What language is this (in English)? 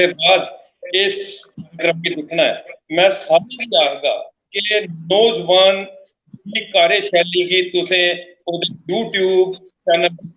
Dogri